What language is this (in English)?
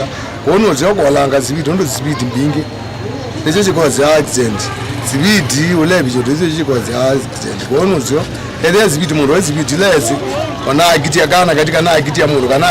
Kamba